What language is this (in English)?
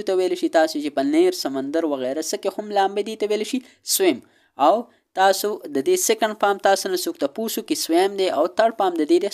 Pashto